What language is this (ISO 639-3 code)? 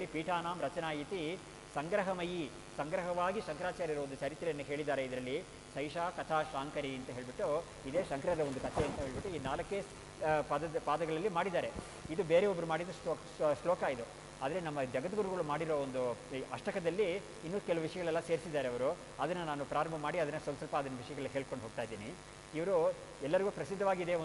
kan